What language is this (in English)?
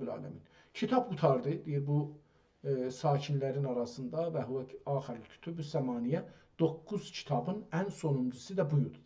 South Azerbaijani